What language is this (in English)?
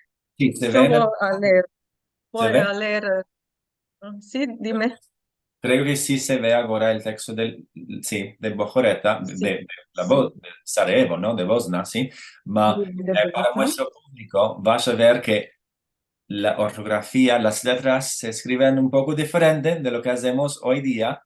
Ladino